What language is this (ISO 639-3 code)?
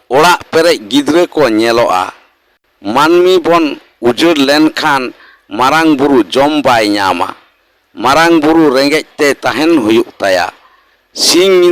sat